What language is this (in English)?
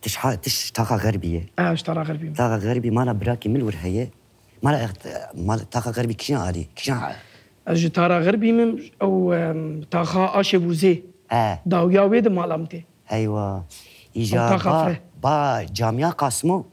Kurdish